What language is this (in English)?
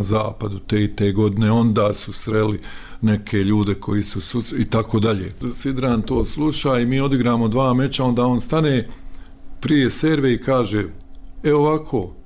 Bosnian